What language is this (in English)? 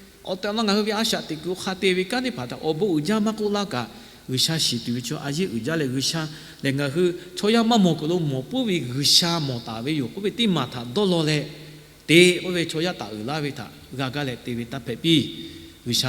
Lahu